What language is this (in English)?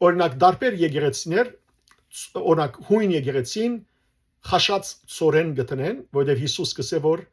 Western Armenian